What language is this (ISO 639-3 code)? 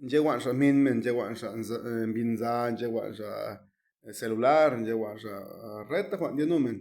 zap